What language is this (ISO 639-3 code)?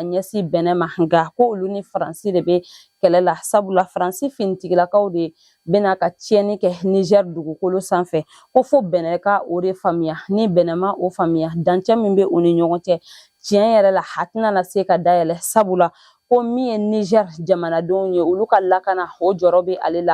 bam